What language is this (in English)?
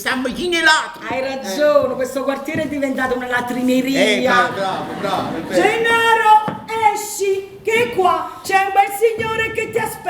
Neapolitan